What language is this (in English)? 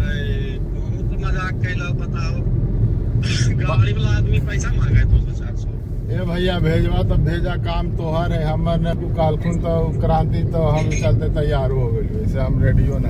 Magahi